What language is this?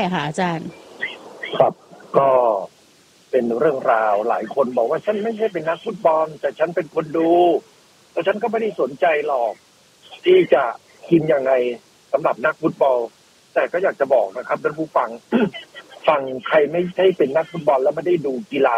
Thai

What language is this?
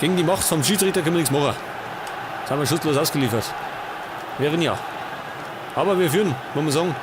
Bavarian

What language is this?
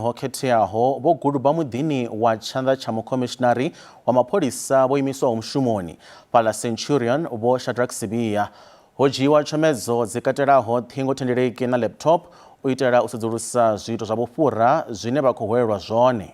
Venda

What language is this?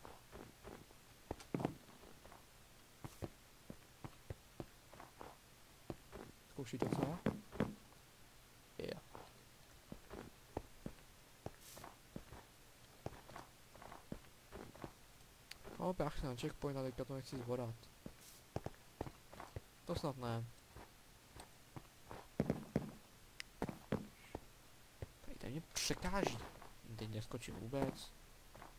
Czech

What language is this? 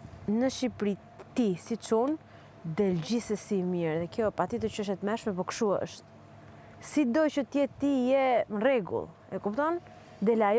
Albanian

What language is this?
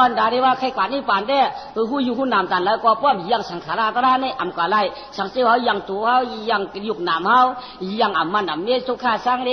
Shan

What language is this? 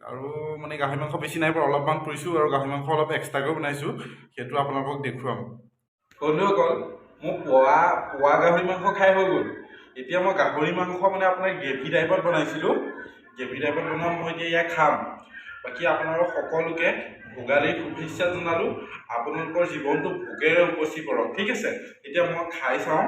Assamese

